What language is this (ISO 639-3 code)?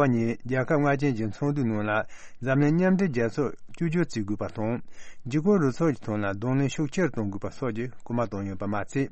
bod